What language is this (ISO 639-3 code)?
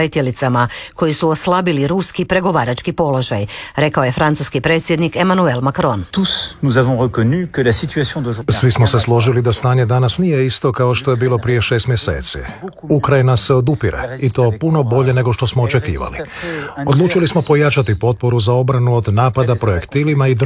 hrv